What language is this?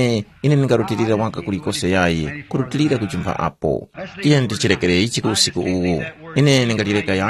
Tumbuka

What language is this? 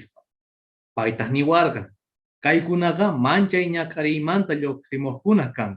Quechua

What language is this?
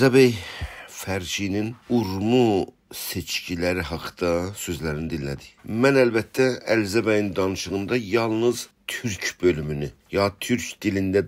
South Azerbaijani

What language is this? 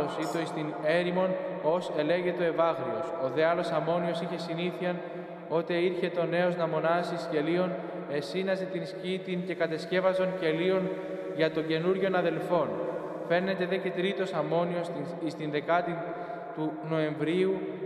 Greek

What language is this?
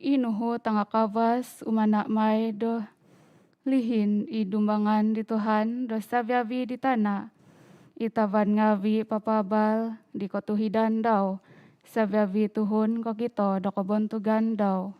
Central Dusun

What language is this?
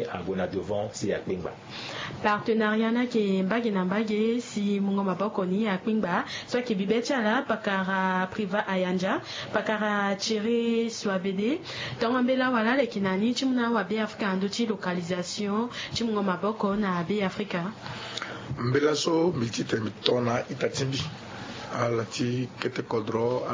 Sango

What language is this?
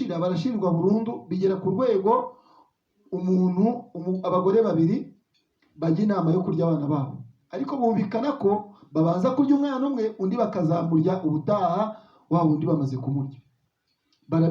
Kinyarwanda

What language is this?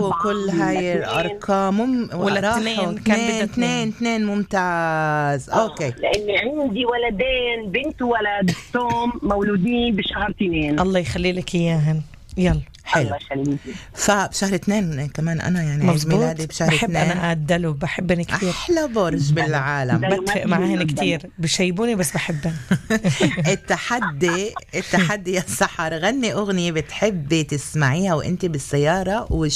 North Levantine Arabic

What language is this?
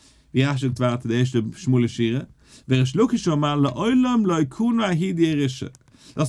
Yiddish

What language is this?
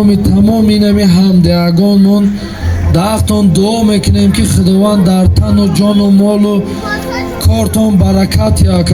Tajik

